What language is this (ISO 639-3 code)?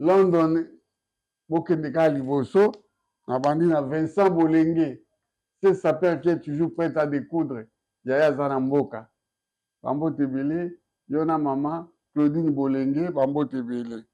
lin